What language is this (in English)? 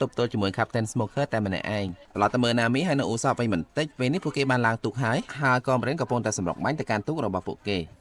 Khmer